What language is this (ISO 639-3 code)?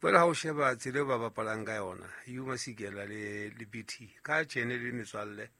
sot